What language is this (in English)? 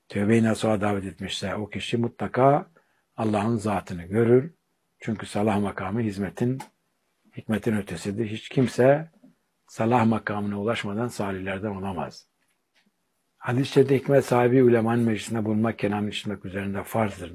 Turkish